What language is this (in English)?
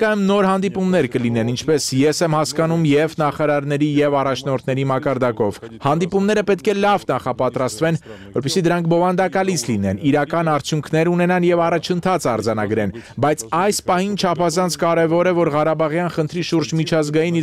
Armenian